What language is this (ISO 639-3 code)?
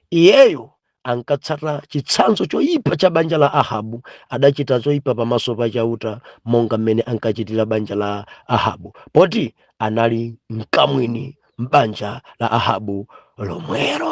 nya